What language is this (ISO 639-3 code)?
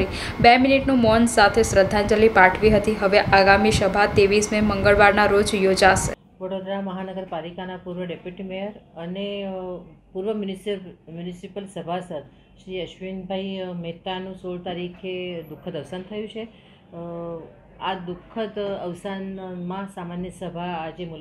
guj